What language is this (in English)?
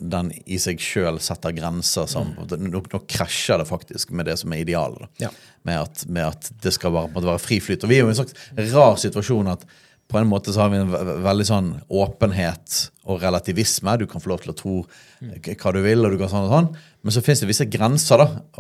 Norwegian